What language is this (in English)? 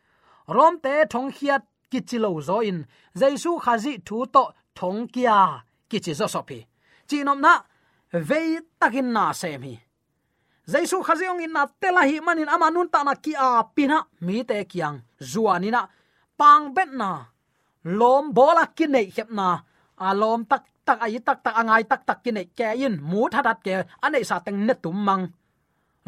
Tedim Chin